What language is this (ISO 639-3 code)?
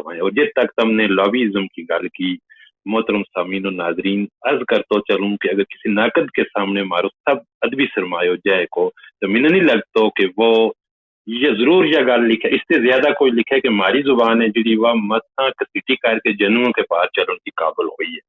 gju